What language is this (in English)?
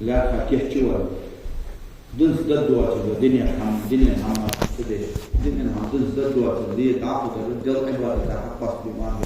Ingush